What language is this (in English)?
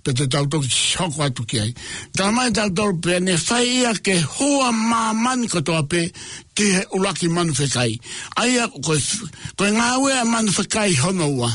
Tongan